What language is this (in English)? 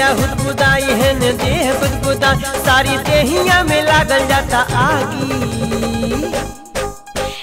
Bhojpuri